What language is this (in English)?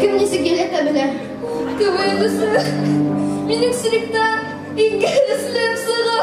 Bashkir